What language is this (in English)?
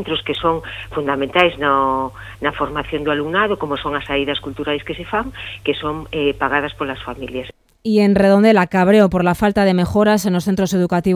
Galician